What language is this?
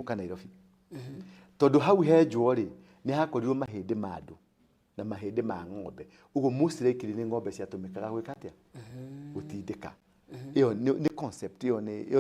Kikuyu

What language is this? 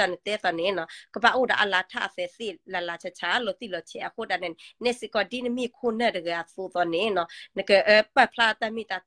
S'gaw Karen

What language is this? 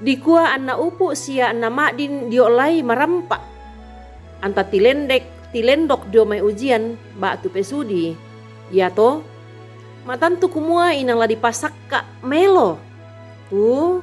Toraja-Sa'dan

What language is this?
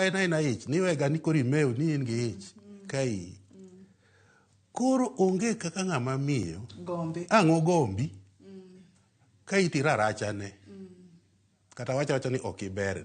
Luo (Kenya and Tanzania)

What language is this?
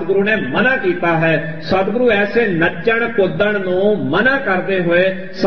Punjabi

